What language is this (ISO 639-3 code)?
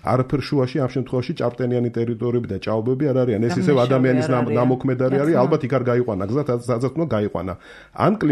kat